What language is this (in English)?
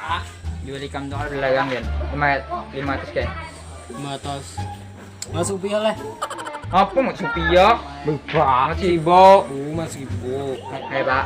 Banjar